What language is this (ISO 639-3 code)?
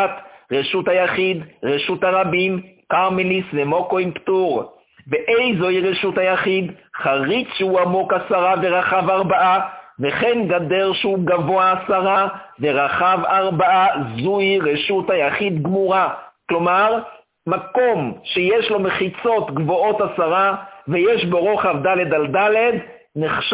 heb